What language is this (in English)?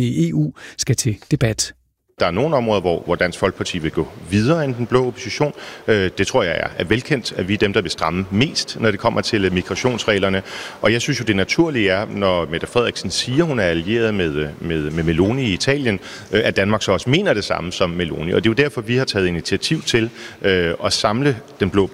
Danish